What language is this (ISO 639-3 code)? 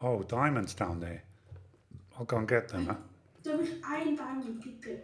gsw